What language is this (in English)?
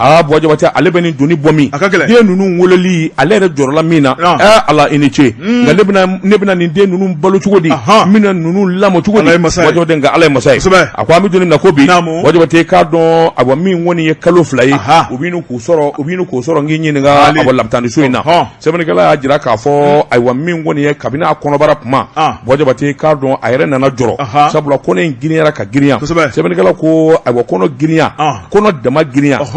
Bambara